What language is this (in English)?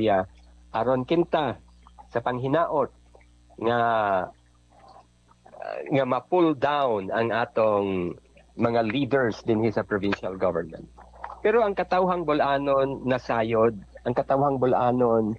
Cebuano